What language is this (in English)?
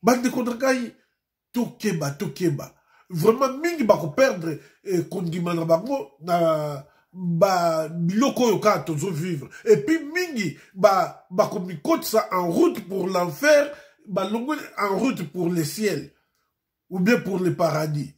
Lingala